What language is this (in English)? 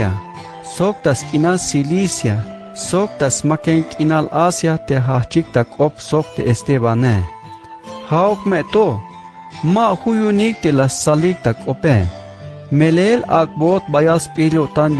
Tzeltal